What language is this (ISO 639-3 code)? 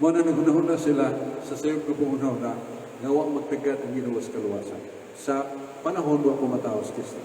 ceb